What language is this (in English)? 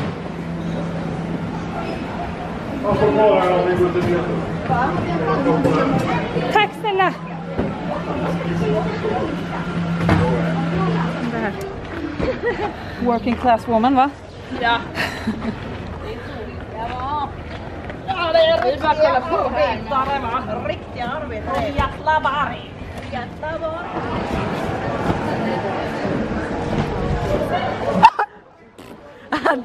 Swedish